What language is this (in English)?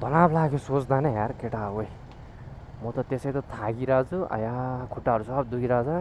Nepali